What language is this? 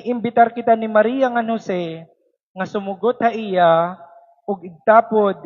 Waray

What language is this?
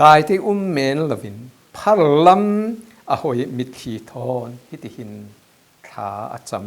Falam Chin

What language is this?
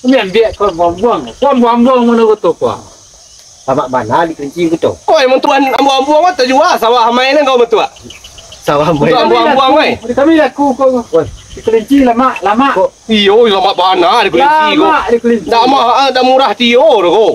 Minangkabau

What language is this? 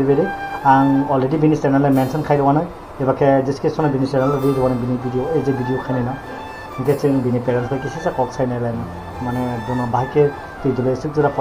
Kok Borok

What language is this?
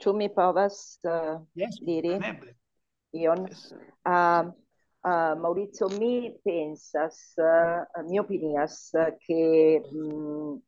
Esperanto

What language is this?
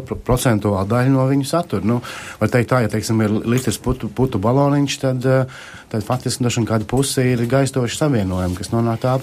Latvian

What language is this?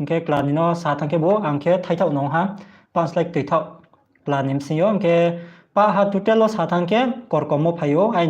Riang (India)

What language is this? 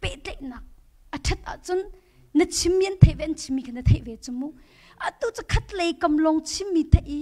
Hakha Chin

